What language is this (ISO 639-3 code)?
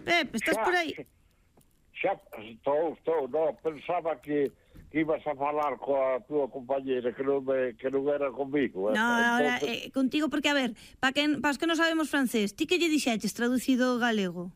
glg